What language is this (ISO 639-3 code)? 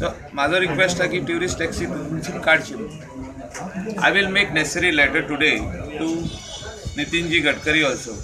kok